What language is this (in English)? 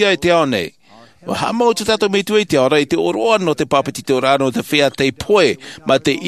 Tahitian